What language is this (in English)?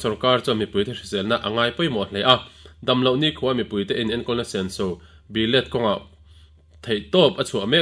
Mizo